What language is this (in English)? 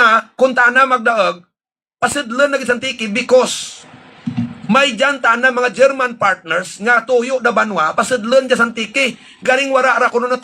Hiligaynon